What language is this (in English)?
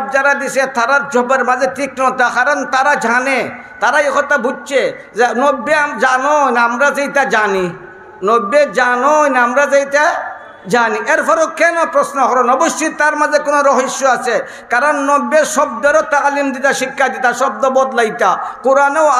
Sylheti